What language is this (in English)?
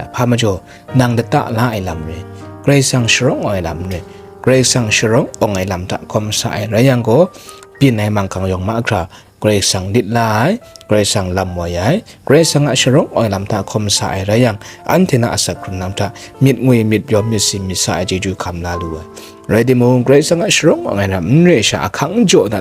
Kachin